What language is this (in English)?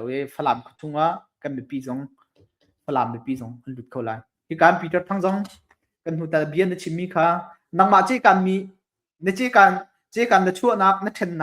Hakha Chin